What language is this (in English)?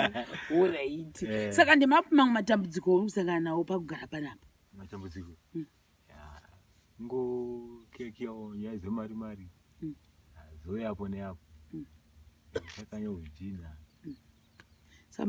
Shona